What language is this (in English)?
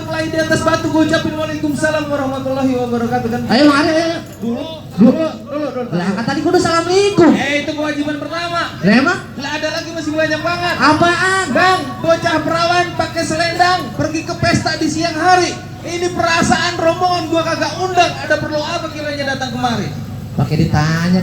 Betawi